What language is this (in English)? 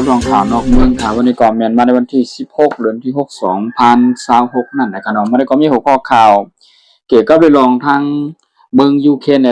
Shan